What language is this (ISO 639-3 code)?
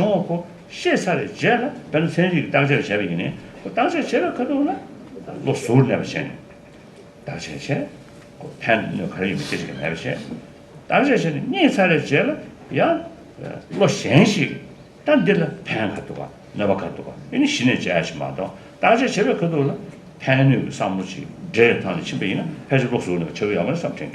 bod